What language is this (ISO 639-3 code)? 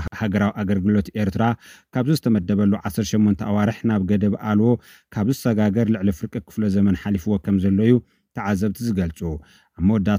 tir